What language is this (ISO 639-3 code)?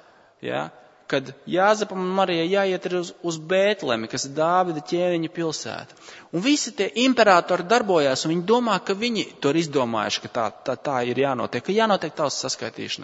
lav